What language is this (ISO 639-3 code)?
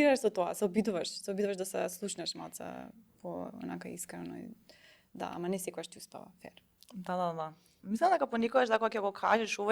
mkd